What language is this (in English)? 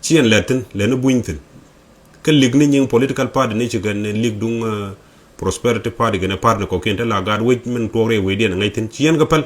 Nuer